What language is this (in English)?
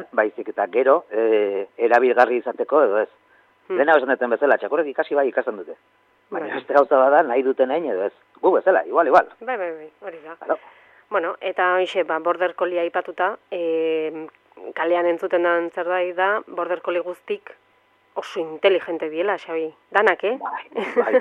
Basque